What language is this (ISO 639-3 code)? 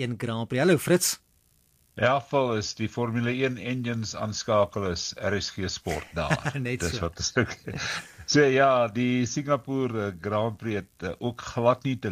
afr